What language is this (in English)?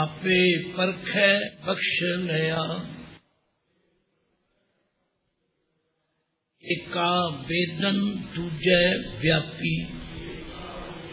Punjabi